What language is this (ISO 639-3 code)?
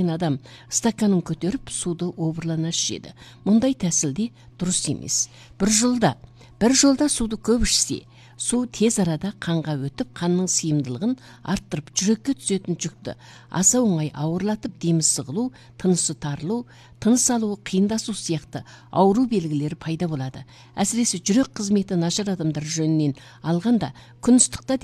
kaz